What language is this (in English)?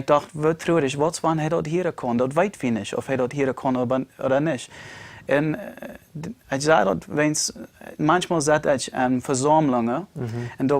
Plautdietsch